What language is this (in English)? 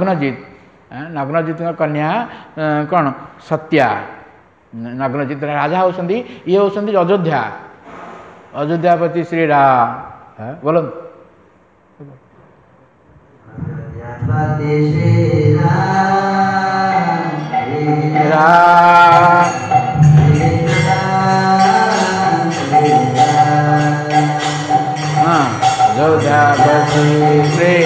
Odia